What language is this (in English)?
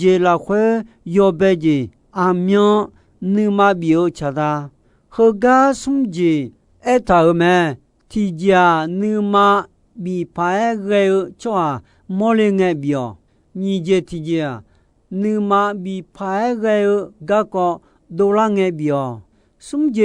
Akha